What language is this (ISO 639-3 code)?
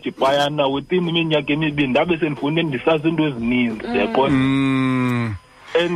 xho